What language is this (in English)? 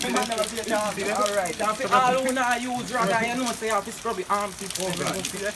Jamaican Creole English